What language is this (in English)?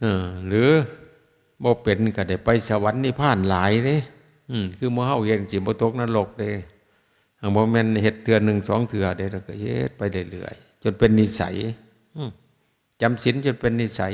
Northeastern Thai